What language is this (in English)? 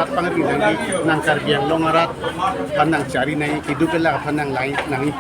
Karbi